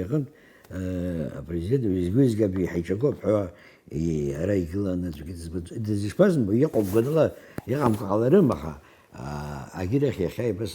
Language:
Abkhazian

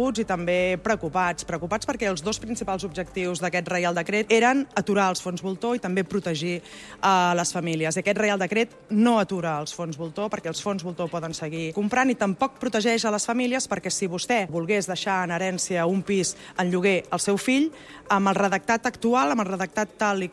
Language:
Catalan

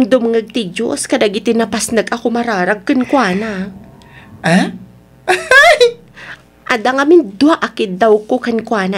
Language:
Iloko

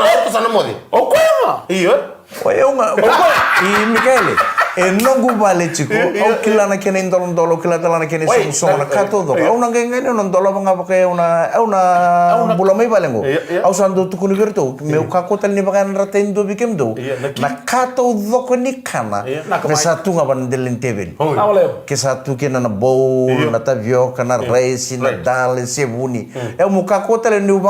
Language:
Fijian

